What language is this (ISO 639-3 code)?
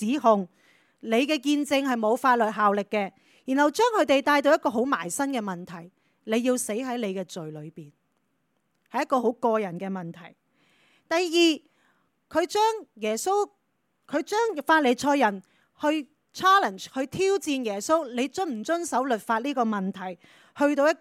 yue